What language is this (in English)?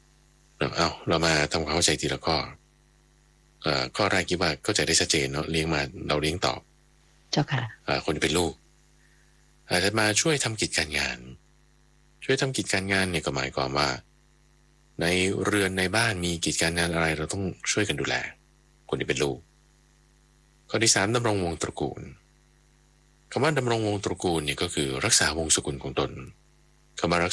Thai